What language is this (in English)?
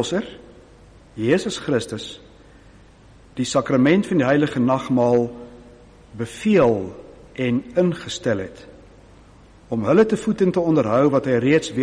Afrikaans